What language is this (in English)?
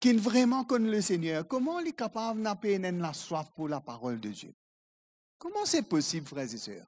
Morisyen